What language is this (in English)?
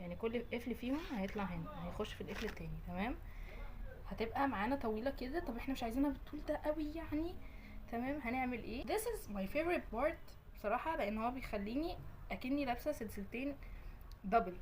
Egyptian Arabic